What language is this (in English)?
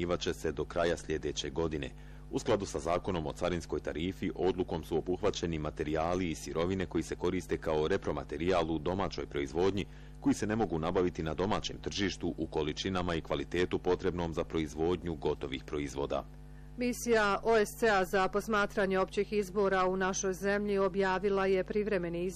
Bosnian